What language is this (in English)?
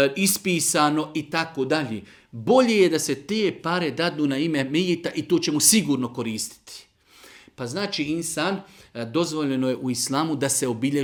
Bosnian